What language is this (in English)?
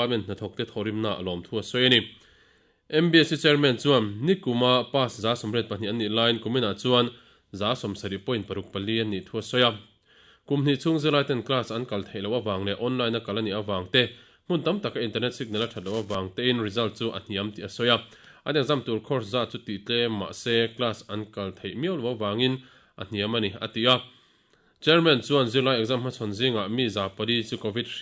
Mizo